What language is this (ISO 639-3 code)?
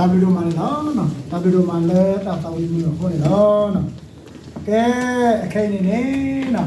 ksw